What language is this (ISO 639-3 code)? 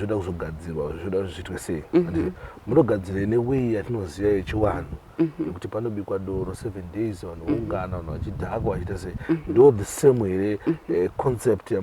sna